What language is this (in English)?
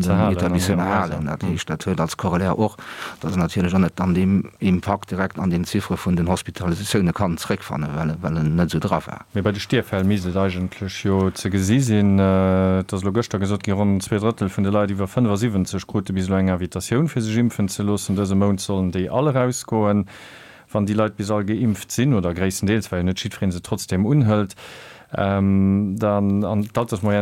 Luxembourgish